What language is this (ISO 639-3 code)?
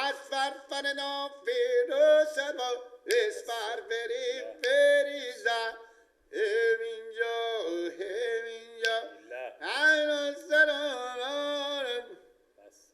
fas